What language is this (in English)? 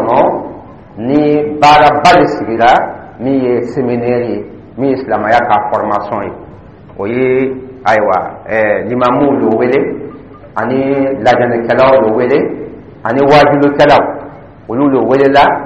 Dyula